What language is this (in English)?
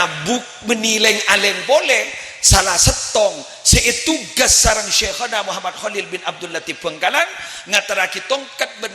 Madurese